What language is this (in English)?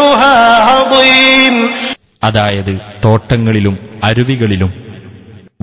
Malayalam